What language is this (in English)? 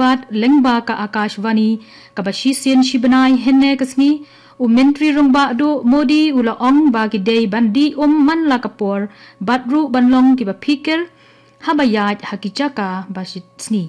Khasi